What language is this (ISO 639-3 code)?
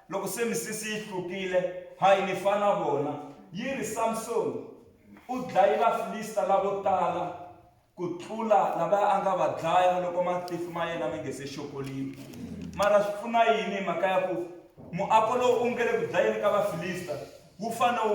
tso